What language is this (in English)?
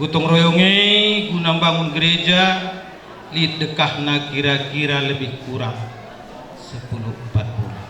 Batak Karo